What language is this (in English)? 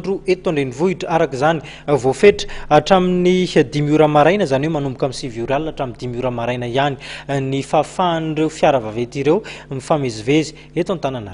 Malagasy